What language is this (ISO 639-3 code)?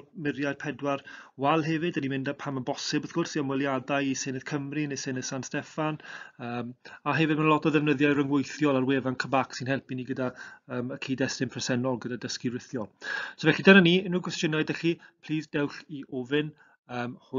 cym